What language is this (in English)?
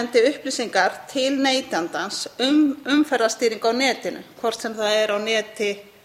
Icelandic